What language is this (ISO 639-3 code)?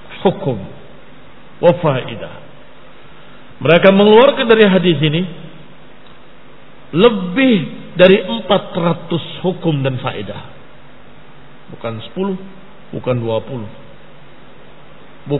ind